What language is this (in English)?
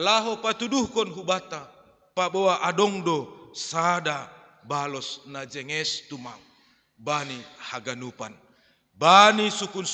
Batak Simalungun